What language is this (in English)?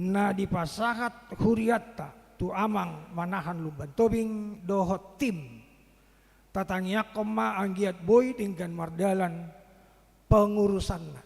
Batak Toba